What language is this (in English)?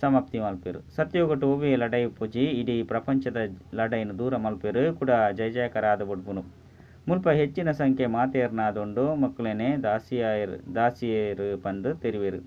Tulu